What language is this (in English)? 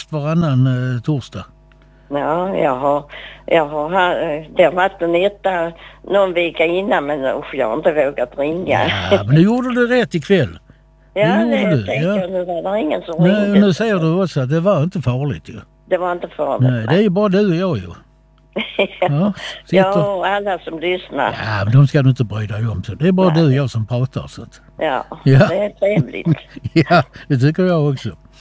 Swedish